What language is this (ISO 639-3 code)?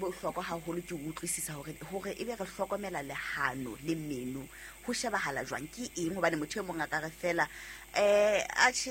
sot